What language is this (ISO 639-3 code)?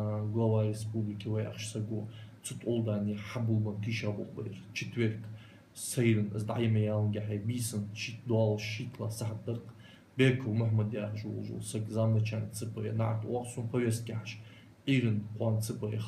inh